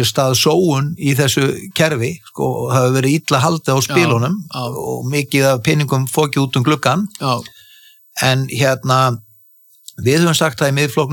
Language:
Icelandic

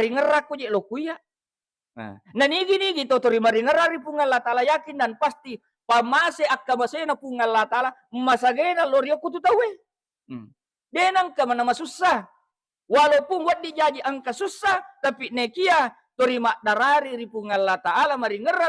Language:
Buginese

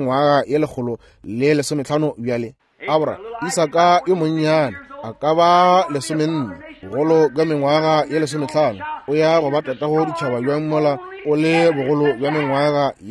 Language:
Northern Sotho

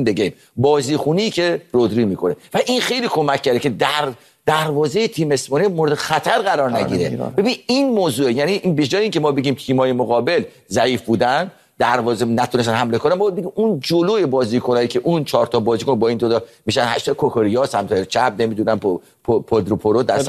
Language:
Persian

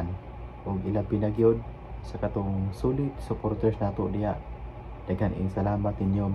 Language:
Cebuano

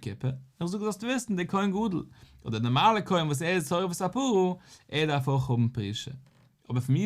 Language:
Yiddish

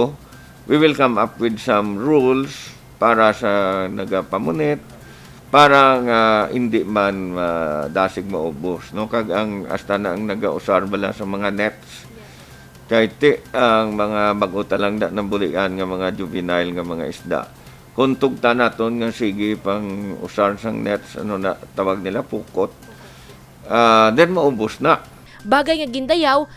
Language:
Hiligaynon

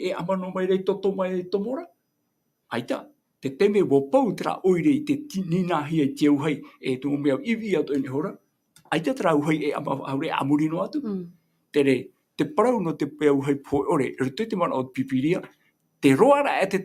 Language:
Tahitian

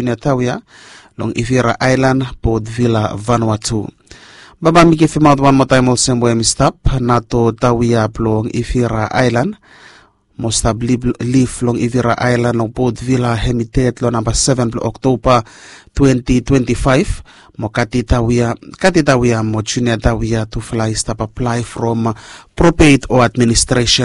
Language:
Bislama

